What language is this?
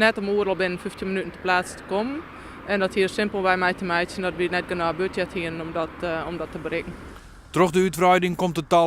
Western Frisian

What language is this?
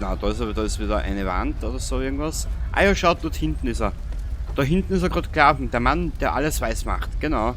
Bavarian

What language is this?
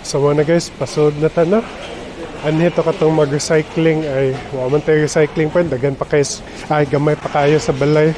Cebuano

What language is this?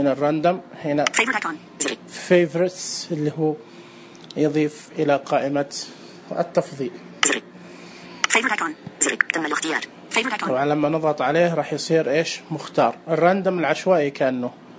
Najdi Arabic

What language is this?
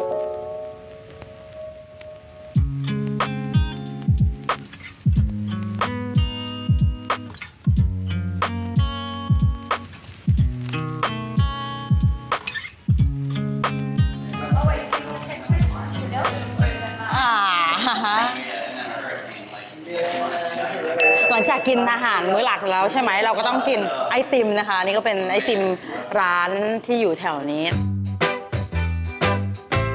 Thai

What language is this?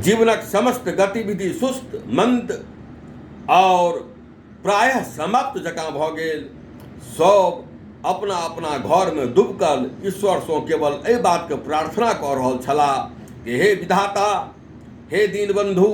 Maithili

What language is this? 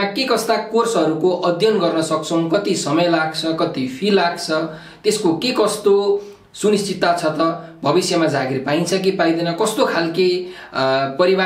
Nepali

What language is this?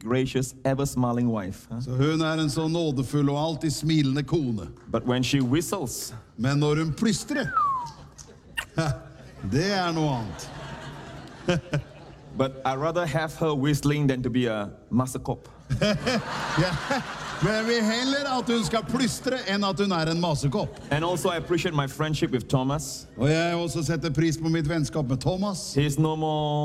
Norwegian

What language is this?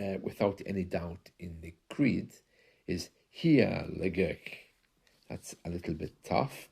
Scottish Gaelic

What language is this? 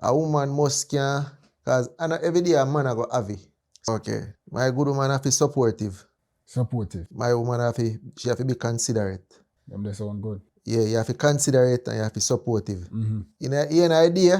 Jamaican Creole English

